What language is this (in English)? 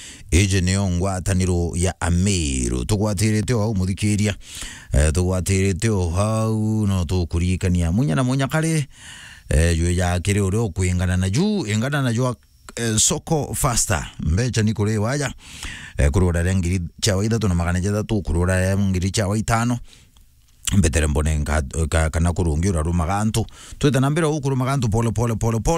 Meru